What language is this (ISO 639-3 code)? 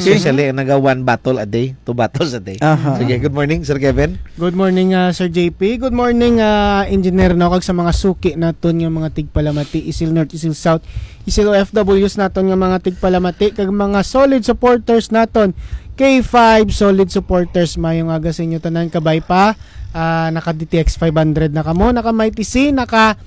hil